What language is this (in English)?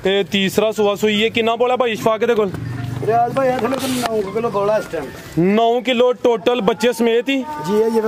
Punjabi